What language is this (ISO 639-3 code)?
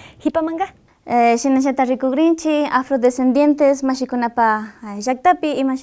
que